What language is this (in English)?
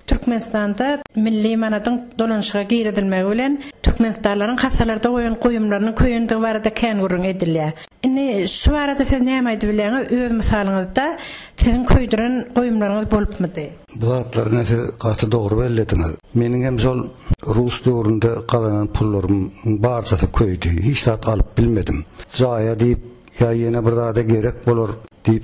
Turkmen